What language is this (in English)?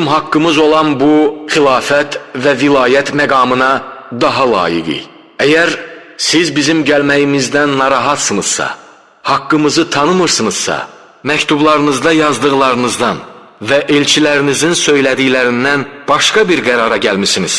Azerbaijani